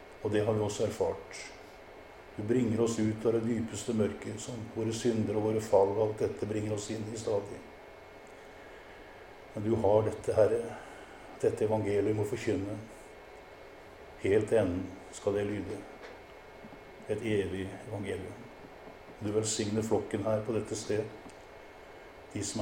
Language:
Norwegian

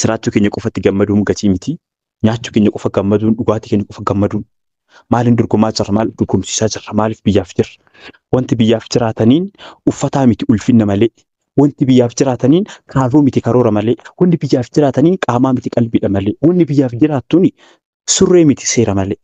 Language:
Oromo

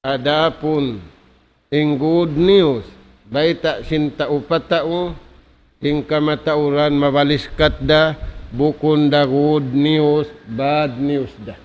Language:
Tausug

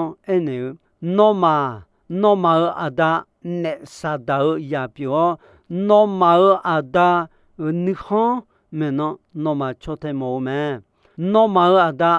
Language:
Akha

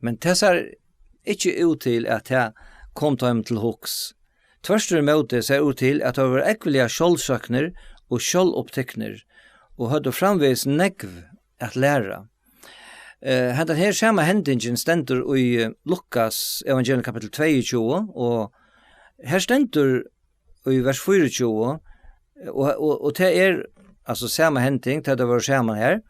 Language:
Faroese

